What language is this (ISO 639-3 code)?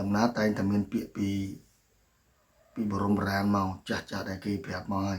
khm